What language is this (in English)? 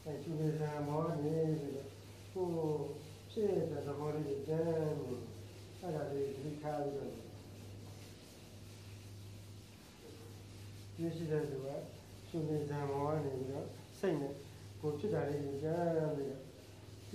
Burmese